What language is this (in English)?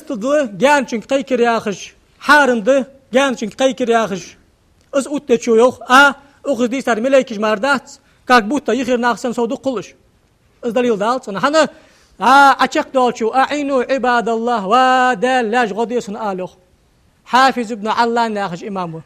Ingush